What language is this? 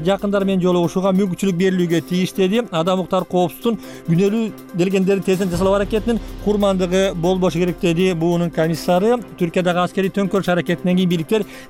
Kyrgyz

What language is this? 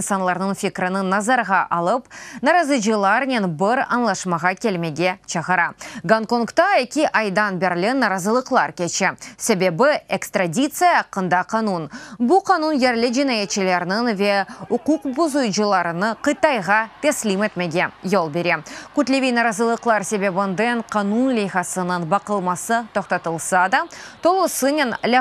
Crimean Tatar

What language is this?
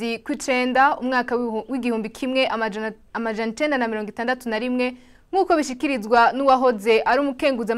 Rundi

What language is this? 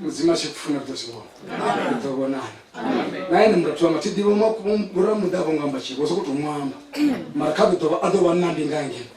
Venda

